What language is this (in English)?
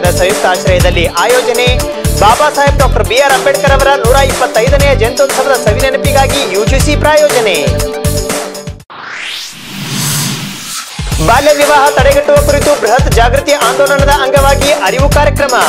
Kannada